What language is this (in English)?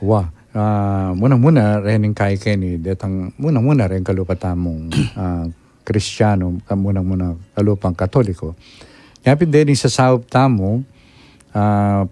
Pampanga